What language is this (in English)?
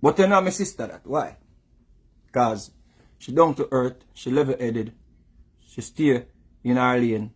Jamaican Creole English